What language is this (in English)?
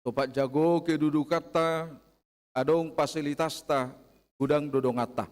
Batak Toba